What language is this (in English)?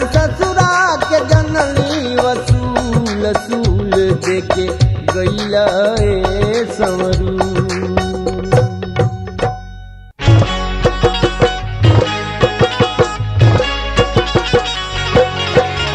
Bhojpuri